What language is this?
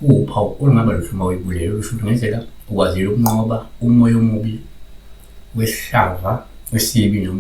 Zulu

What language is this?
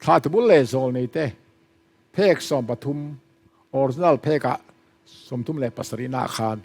Mizo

